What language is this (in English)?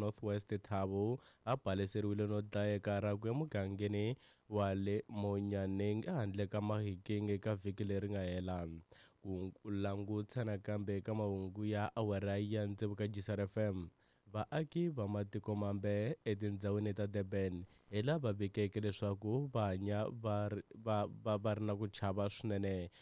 Tsonga